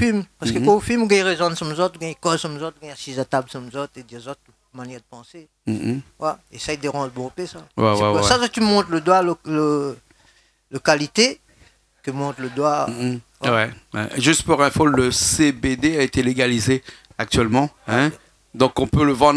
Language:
Réunion Creole French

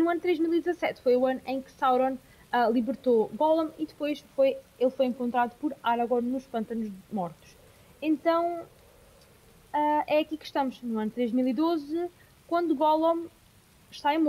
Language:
Portuguese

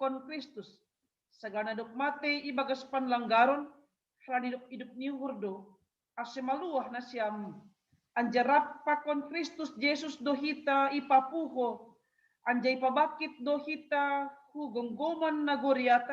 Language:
Batak Simalungun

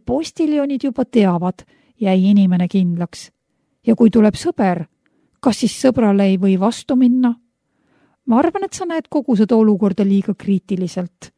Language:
Estonian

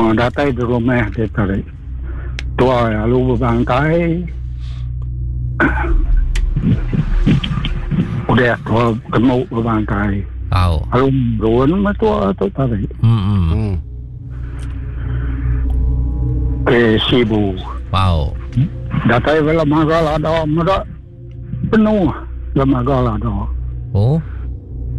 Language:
Iban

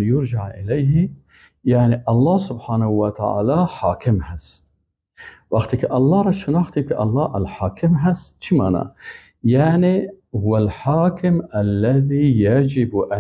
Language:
Persian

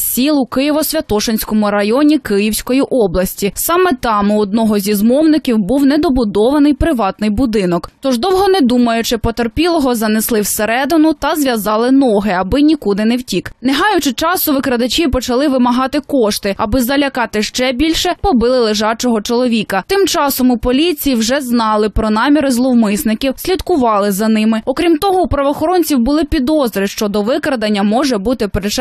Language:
Ukrainian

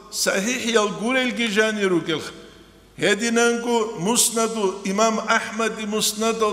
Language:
Avaric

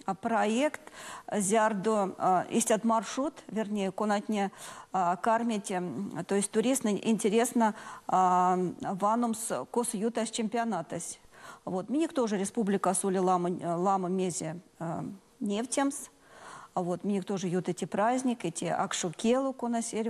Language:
Erzya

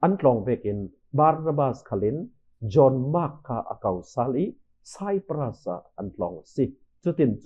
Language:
Falam Chin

